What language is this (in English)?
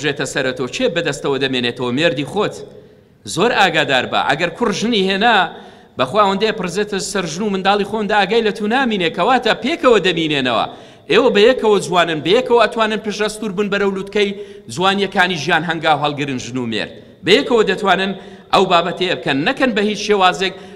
Central Kurdish